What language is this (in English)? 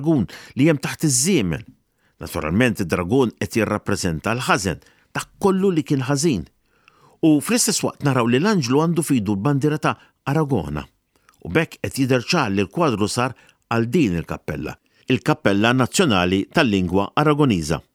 Maltese